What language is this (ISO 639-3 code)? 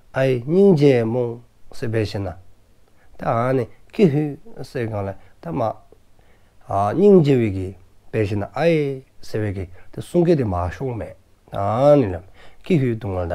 dzo